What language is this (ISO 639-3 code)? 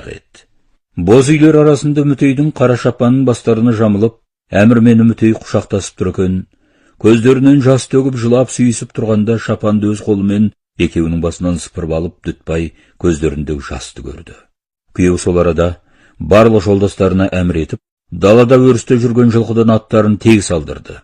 kaz